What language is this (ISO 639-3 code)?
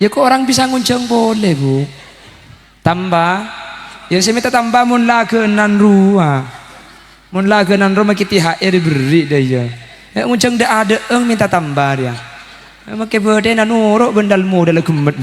mad